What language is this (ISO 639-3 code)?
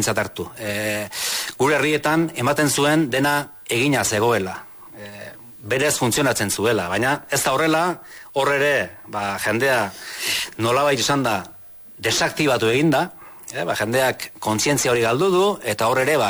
eus